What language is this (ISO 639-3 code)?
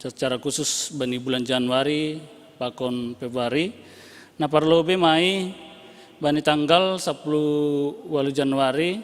bts